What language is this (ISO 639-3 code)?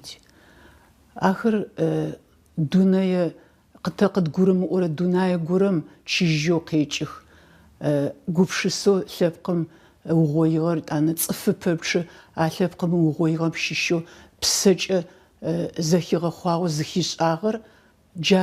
ady